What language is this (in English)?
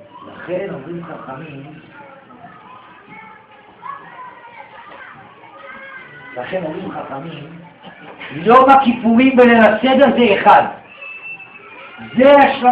Hebrew